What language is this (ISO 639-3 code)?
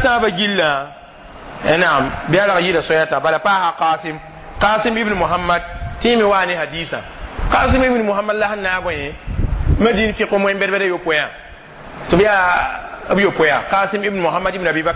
mos